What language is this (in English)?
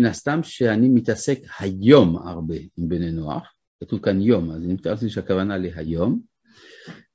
Hebrew